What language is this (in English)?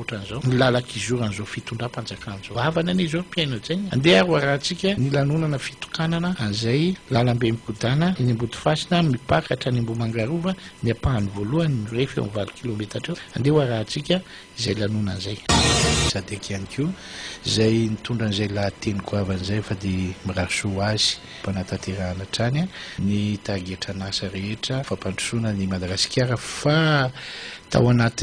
Malagasy